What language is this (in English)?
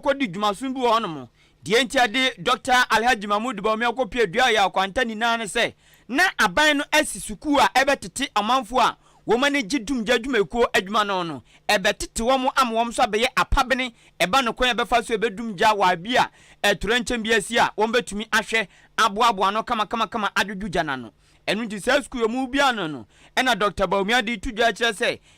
Akan